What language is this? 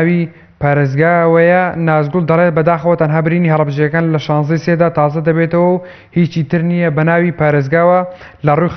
Central Kurdish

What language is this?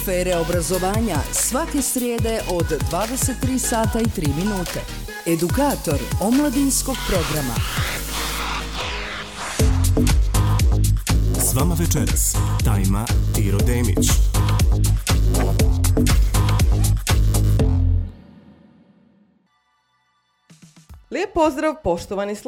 Bosnian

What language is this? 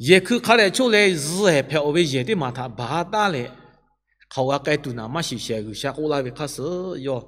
Lahu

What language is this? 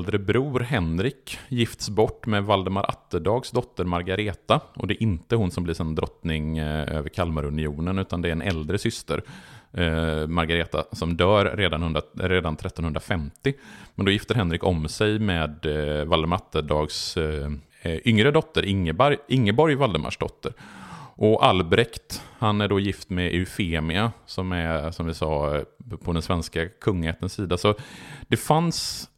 Swedish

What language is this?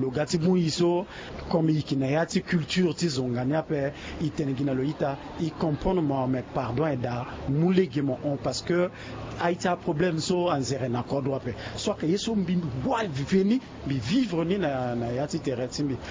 Sango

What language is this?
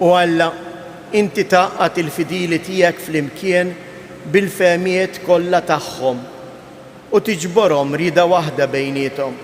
Maltese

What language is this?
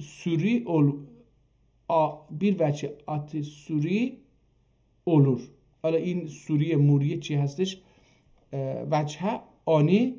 South Azerbaijani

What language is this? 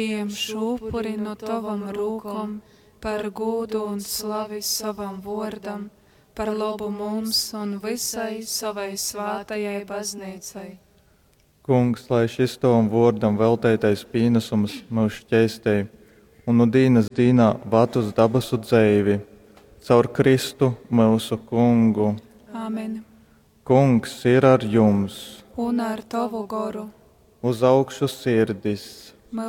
Latgalian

